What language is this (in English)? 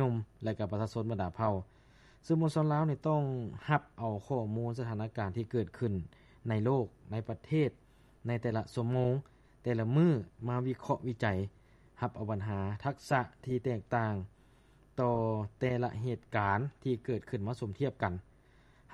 Lao